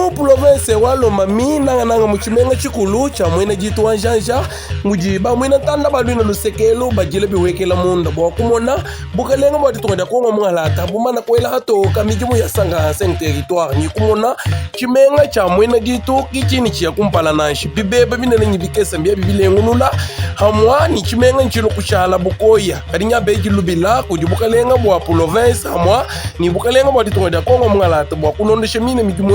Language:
Luba-Lulua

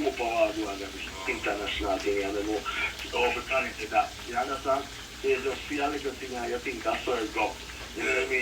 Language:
Jamaican Creole English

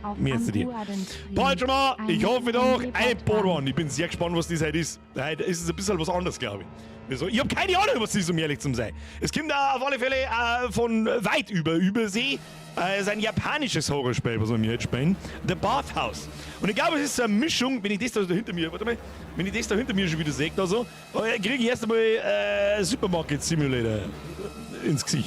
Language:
Bavarian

